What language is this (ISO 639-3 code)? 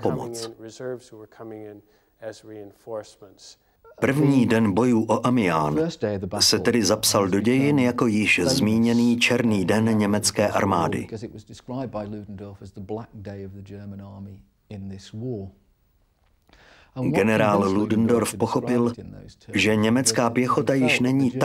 ces